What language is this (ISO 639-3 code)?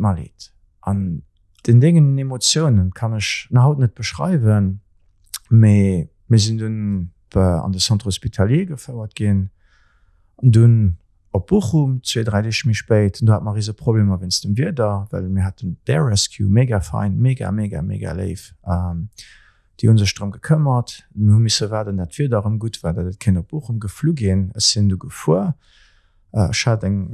ltz